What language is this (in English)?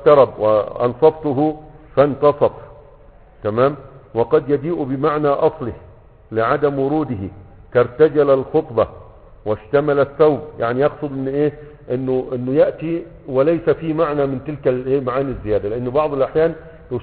Egyptian Arabic